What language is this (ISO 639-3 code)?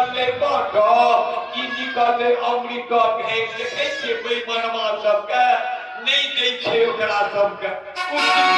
mai